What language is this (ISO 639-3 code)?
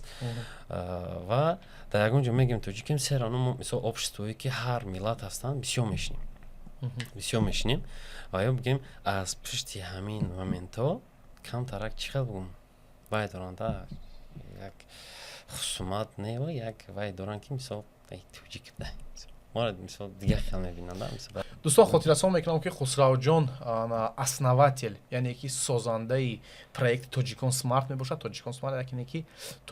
tgk